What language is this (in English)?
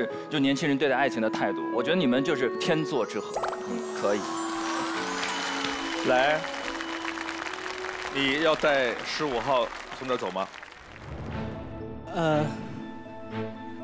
Chinese